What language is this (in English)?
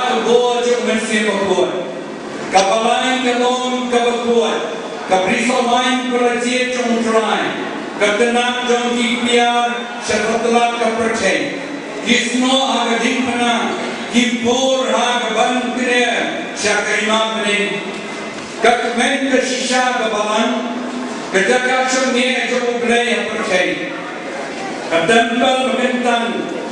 Khasi